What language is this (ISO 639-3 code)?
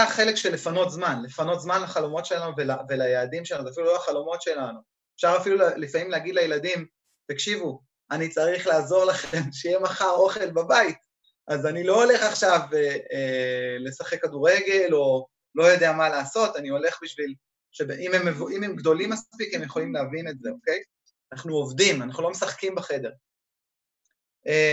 heb